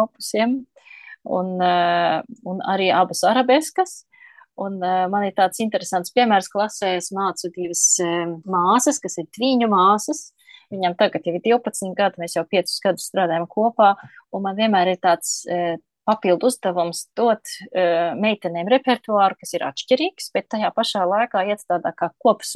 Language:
Latvian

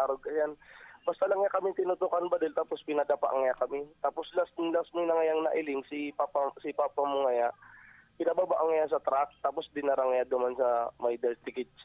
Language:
Bikol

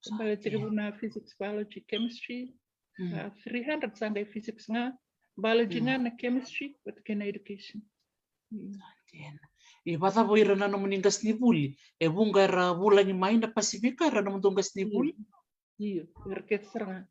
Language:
Fijian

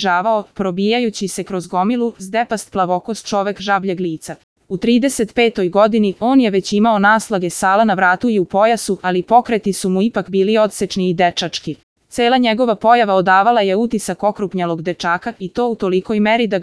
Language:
Serbian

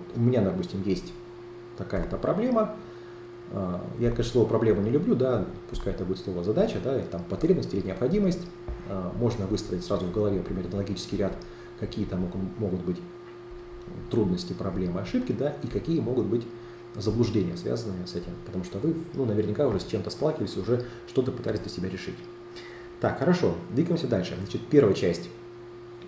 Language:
Russian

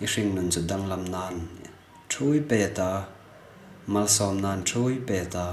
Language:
Hmar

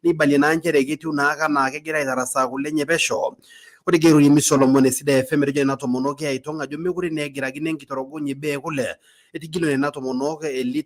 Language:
Masai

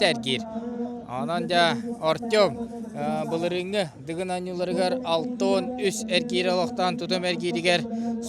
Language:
Yakut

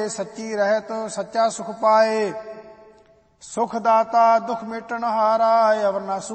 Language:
Punjabi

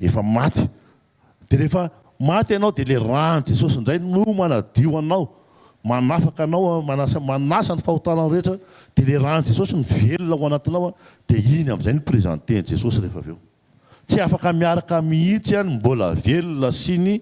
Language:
Malagasy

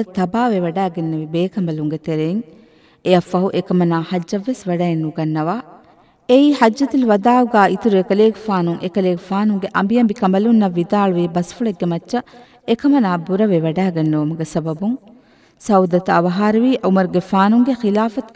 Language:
Divehi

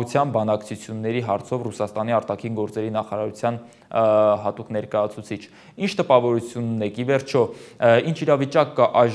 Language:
Armenian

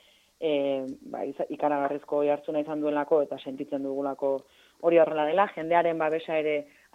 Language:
Basque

